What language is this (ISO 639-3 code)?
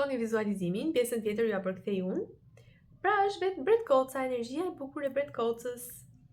sqi